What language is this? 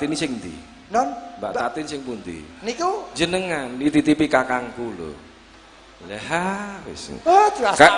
Javanese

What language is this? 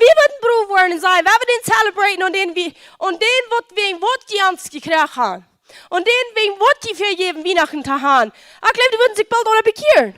Plautdietsch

